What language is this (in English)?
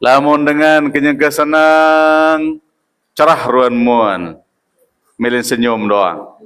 Sasak